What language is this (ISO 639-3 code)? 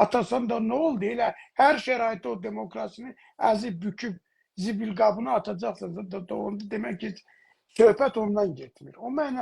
azb